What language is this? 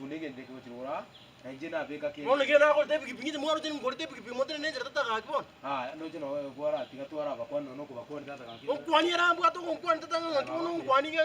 Gusii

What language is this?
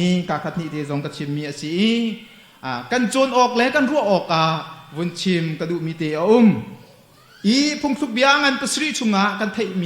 Hakha Chin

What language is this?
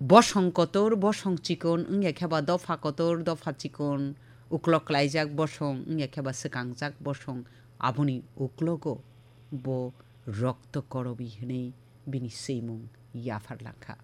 Kok Borok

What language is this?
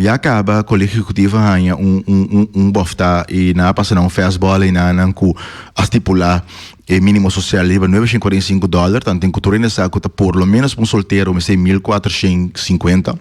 Papiamento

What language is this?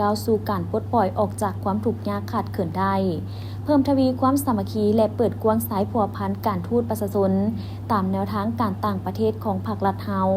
Lao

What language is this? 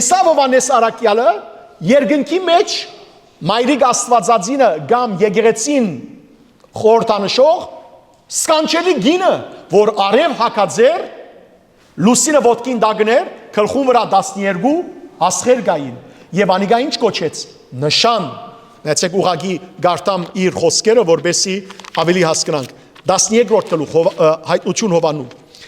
Western Armenian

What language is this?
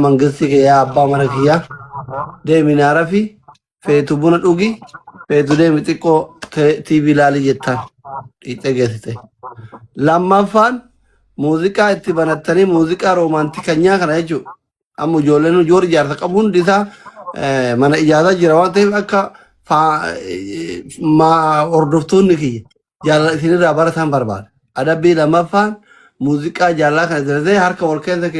Oromo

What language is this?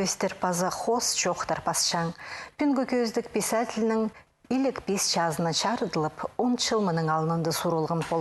Khakas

